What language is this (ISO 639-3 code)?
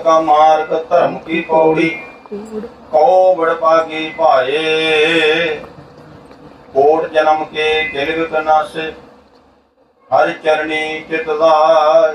pan